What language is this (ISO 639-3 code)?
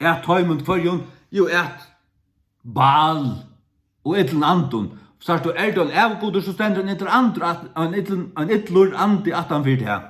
fao